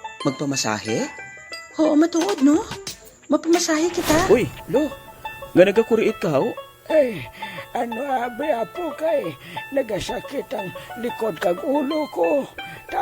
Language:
Hiligaynon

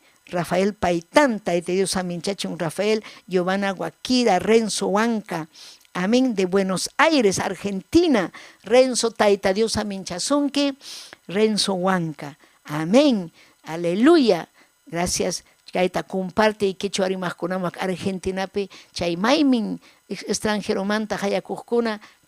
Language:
Ayacucho Quechua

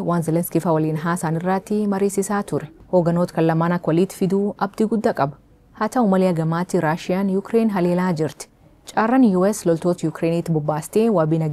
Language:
Oromo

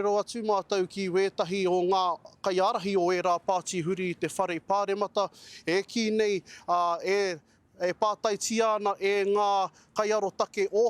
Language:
Māori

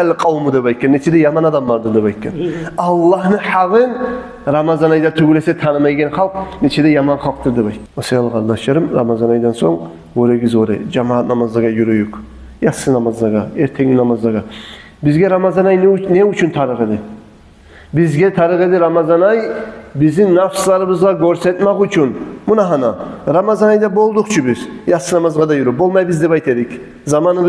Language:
Kumyk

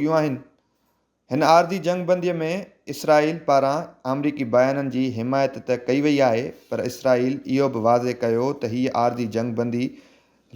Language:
Sindhi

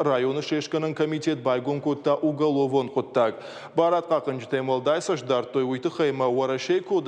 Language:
Ossetic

